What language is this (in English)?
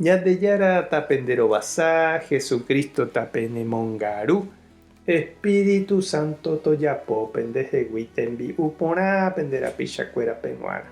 Guarani